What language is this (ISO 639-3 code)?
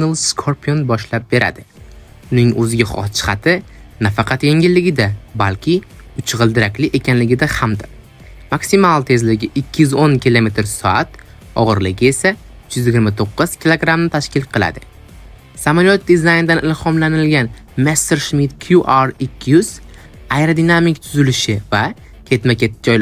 uzb